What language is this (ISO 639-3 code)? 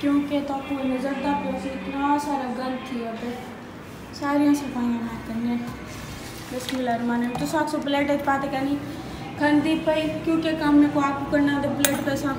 skr